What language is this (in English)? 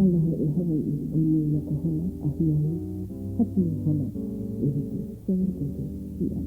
Hawaiian